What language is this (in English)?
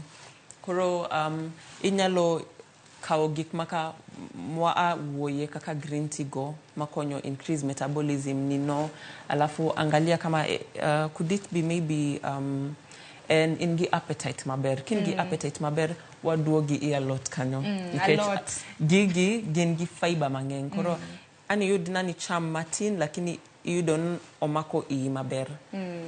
Luo (Kenya and Tanzania)